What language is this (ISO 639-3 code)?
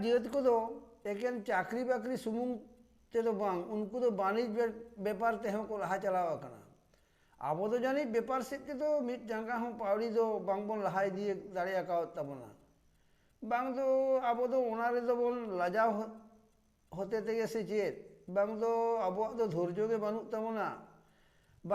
sat